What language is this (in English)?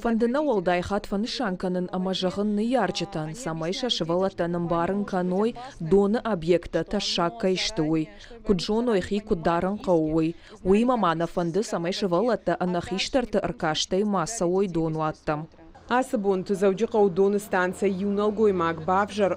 Ossetic